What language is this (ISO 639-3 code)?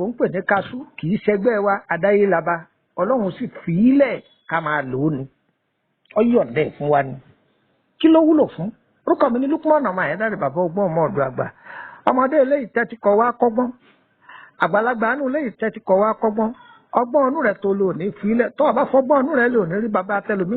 yor